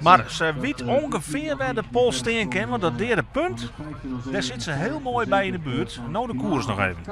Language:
Western Frisian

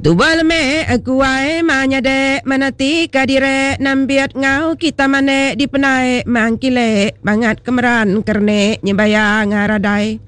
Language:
Iban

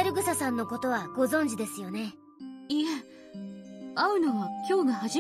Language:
Japanese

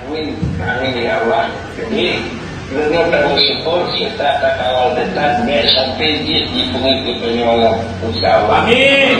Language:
Achinese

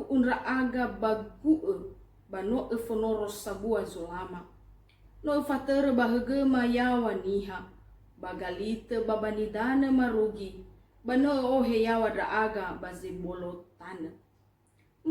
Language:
Nias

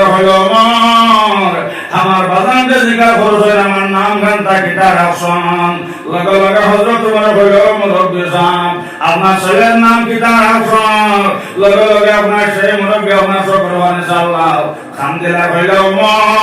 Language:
Sylheti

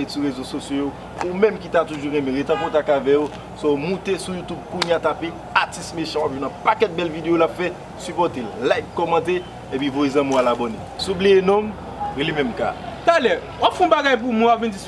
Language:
Haitian Creole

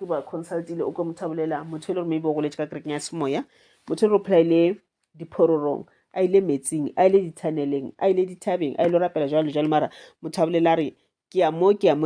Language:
Northern Sotho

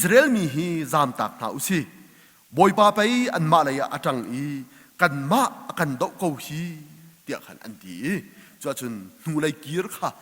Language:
Hakha Chin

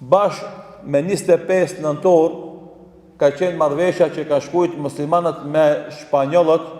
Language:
Albanian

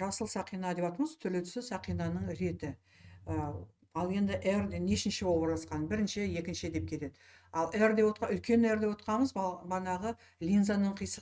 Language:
Kazakh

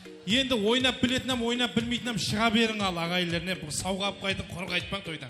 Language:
Kara-Kalpak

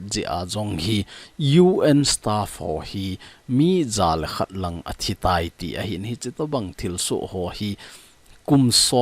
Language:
Thado Chin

